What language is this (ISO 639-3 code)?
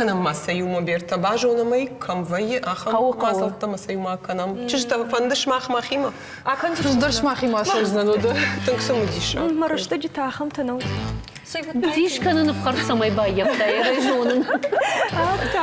oss